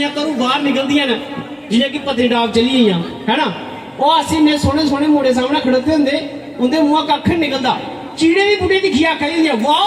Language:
Dogri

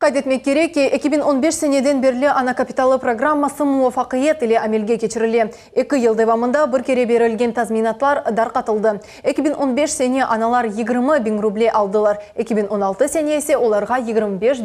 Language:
Crimean Tatar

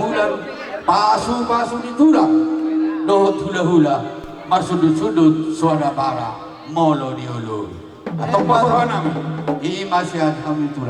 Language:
Batak Toba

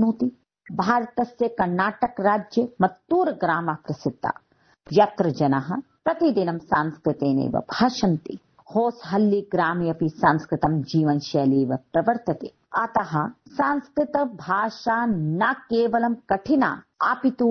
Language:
Sanskrit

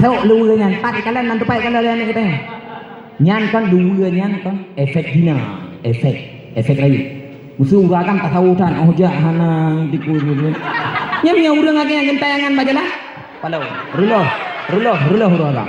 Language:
Achinese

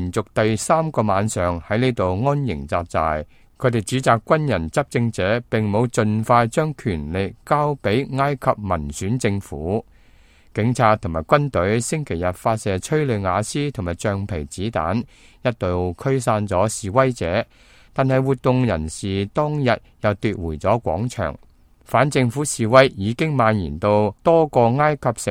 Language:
Cantonese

